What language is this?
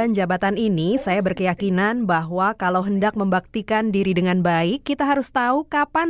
Indonesian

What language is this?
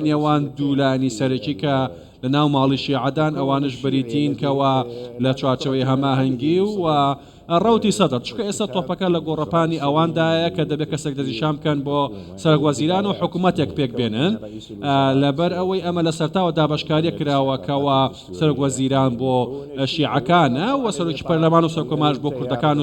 Central Kurdish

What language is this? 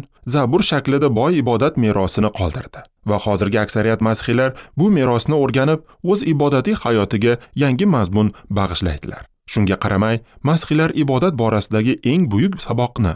Uzbek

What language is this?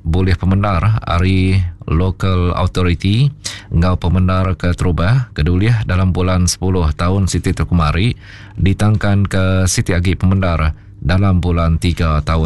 Iban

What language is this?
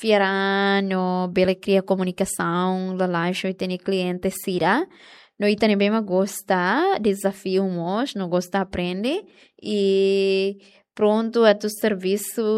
Tetum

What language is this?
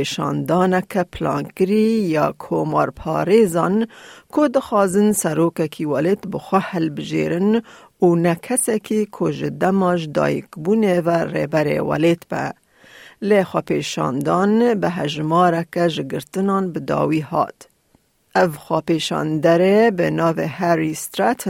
Kurdish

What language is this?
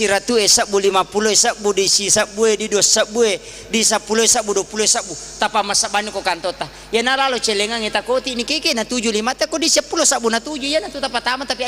Buginese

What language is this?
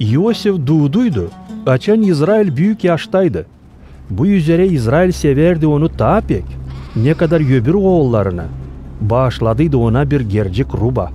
Gagauz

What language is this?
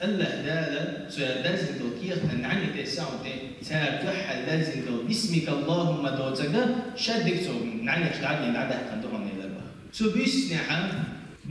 Chechen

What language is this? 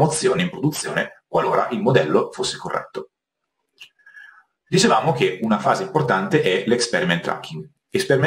Italian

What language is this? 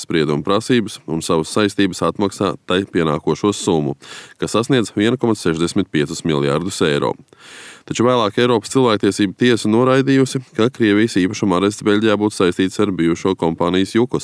Latvian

